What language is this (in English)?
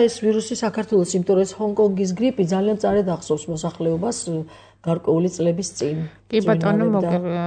Georgian